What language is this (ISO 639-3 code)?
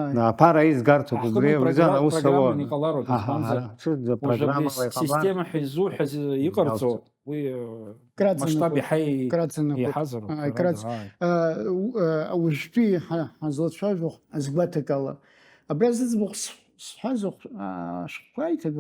abk